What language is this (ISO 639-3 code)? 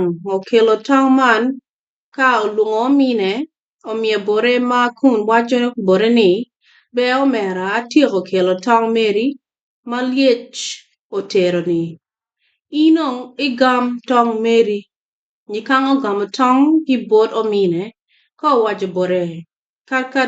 ach